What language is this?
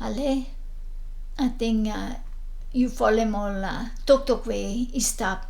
Bislama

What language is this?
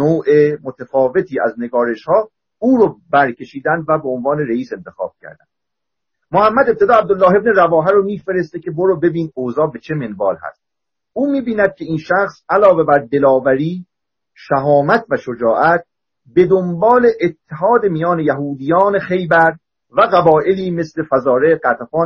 Persian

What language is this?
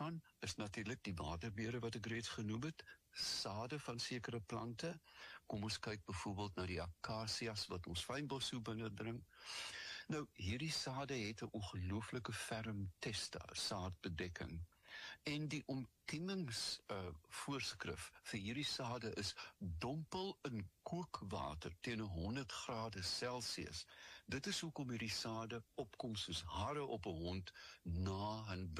Afrikaans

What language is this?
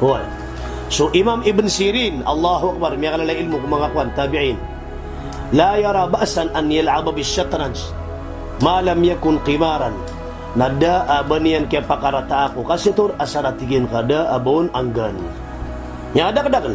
Maranao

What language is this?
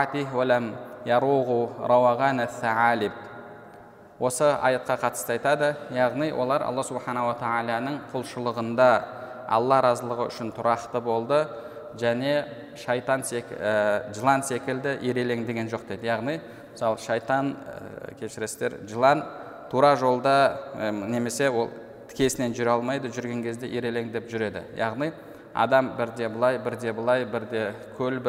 Kazakh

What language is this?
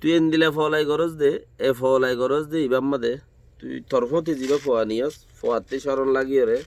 Rohingya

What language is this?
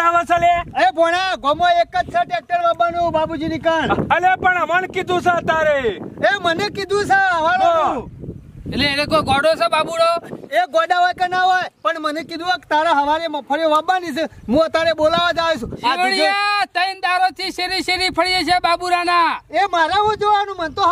Gujarati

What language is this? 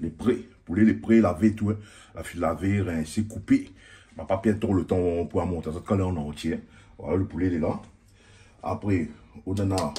Réunion Creole French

